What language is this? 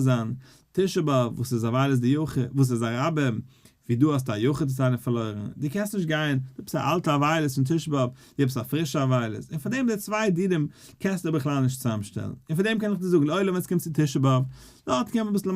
Yiddish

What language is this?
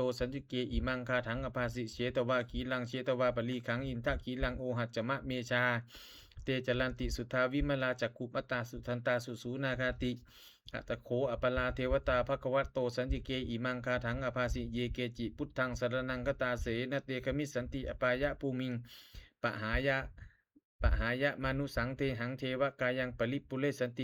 Pali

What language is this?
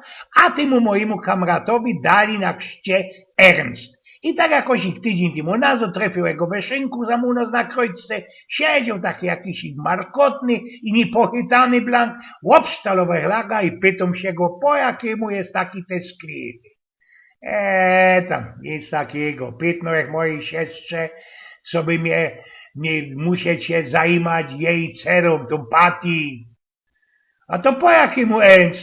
Silesian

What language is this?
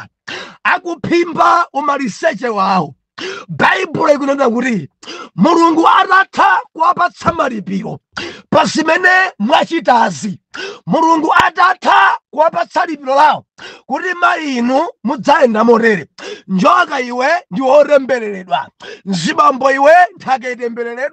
Nyanja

